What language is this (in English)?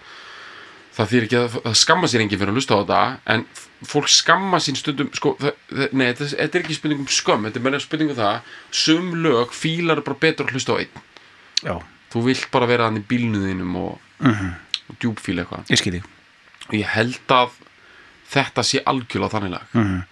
Icelandic